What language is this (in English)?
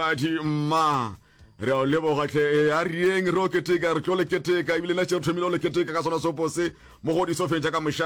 Northern Sotho